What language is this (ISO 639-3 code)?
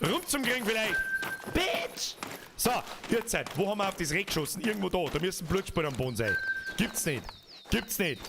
bar